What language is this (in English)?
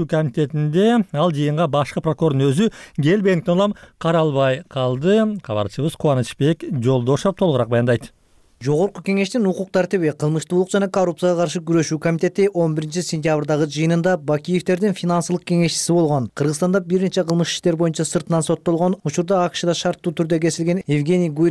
Kyrgyz